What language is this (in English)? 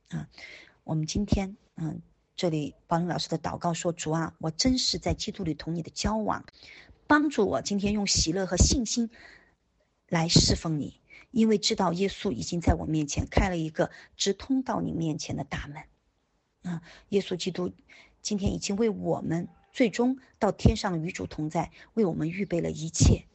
Chinese